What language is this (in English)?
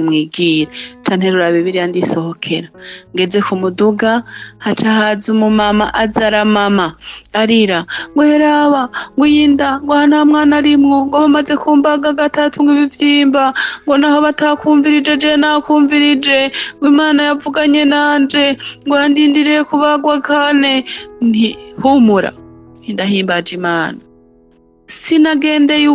Rundi